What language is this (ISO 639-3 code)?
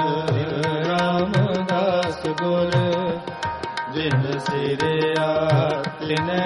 pan